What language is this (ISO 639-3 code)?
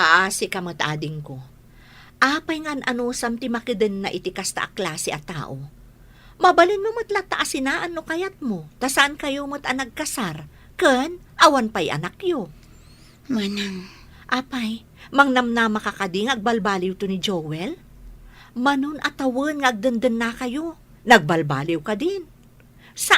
ilo